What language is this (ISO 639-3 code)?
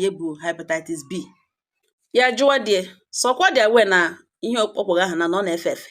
ibo